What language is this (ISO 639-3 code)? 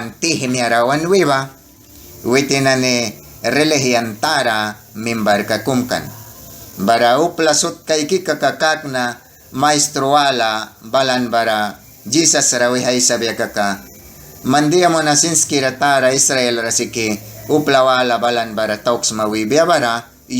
miq